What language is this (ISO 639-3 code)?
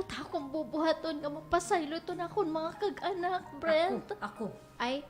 war